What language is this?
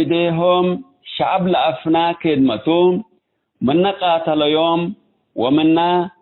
Tigre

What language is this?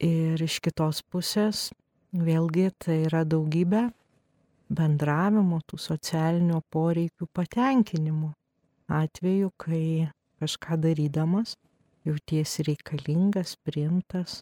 Lithuanian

